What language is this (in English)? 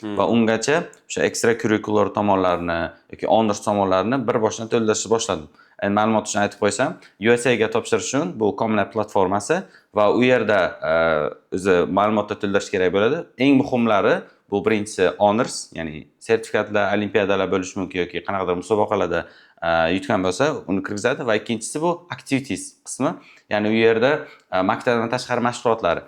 Uzbek